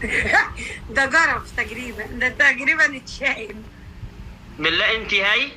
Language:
Egyptian Arabic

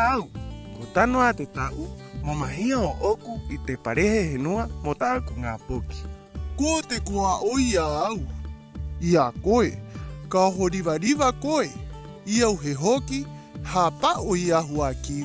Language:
Rapanui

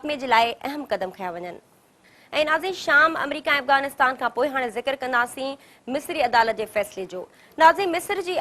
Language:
Sindhi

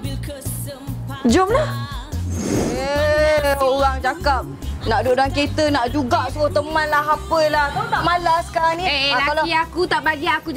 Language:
Malay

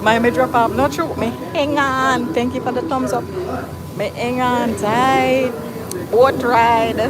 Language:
Jamaican Creole English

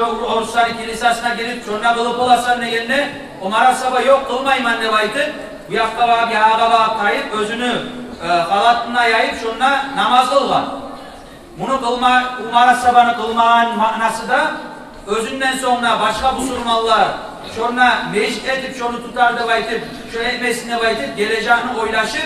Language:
Kumyk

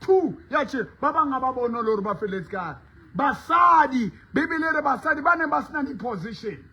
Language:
Southern Sotho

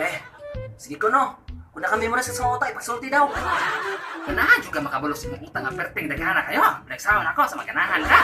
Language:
Cebuano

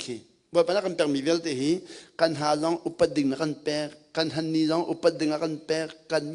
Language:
Hakha Chin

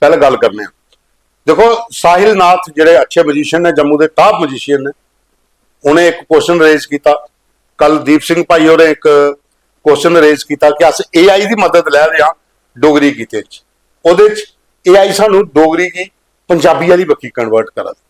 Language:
Dogri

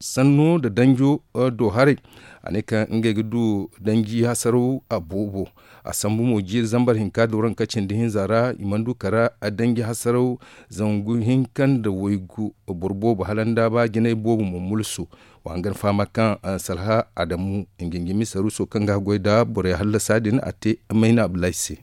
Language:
Zarma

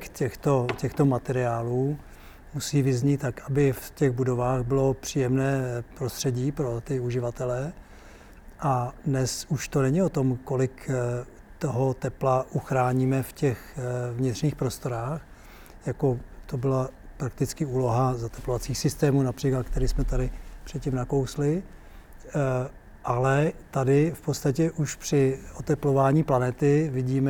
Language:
Czech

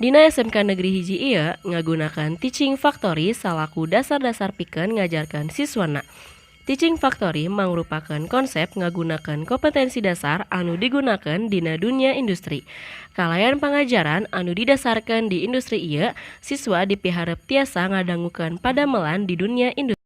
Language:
Sundanese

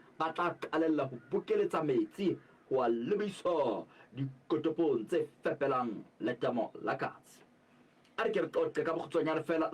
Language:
Southern Sotho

